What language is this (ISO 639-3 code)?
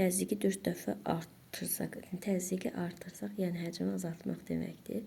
aze